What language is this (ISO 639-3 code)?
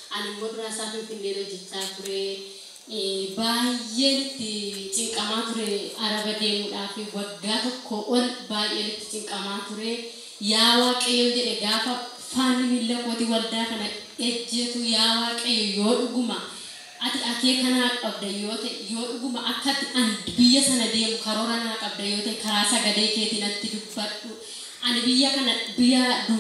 orm